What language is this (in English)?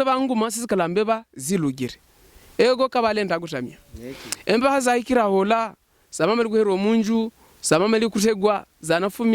Havu